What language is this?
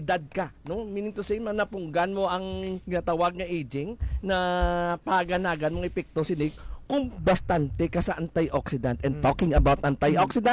Hiligaynon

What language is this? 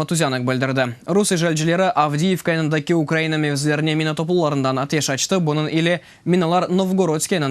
Crimean Tatar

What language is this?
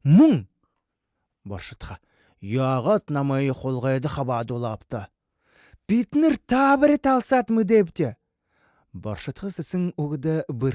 Buriat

